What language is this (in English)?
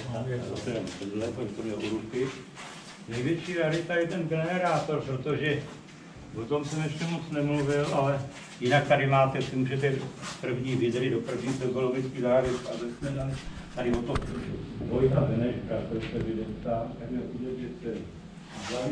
Czech